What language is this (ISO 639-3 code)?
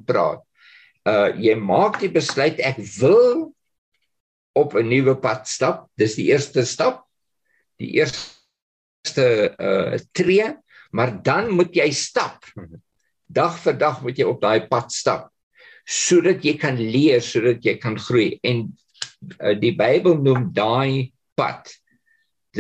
afr